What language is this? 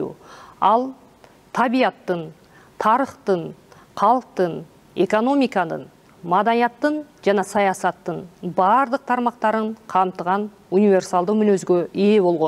Kyrgyz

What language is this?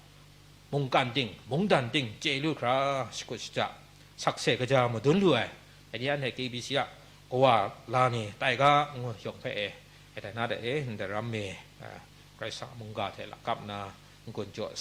Kachin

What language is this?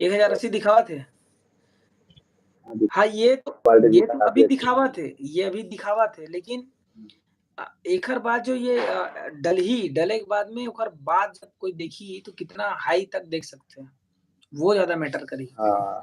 Chhattisgarhi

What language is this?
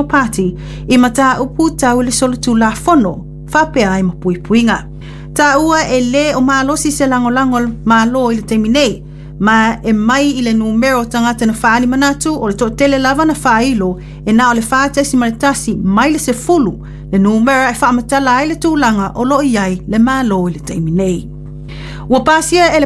Samoan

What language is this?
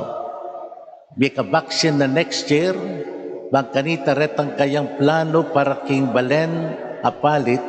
Pampanga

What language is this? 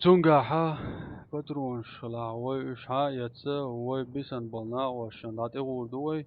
Chechen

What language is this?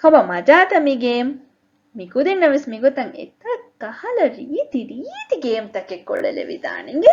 Divehi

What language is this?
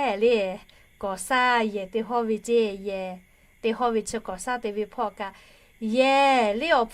Lahu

